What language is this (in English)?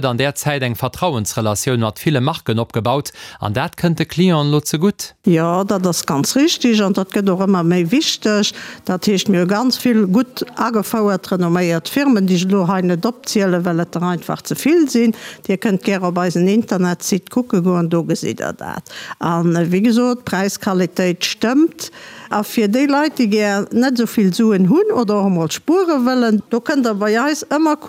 Luxembourgish